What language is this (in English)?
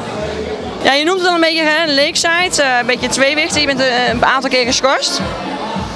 Dutch